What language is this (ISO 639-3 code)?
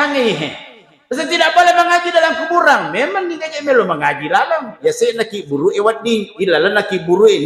bug